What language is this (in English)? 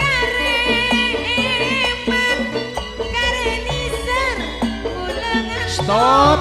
Madurese